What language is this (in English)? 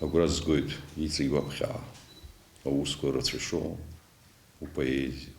Abkhazian